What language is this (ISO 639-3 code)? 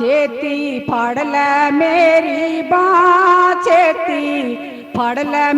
doi